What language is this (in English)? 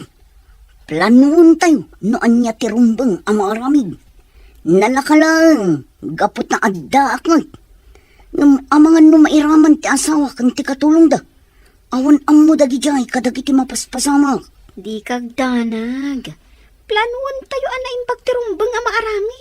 Iloko